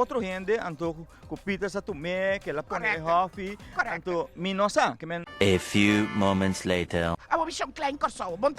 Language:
Papiamento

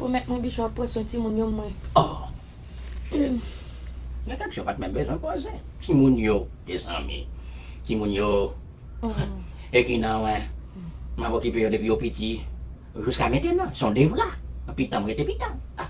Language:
Haitian Creole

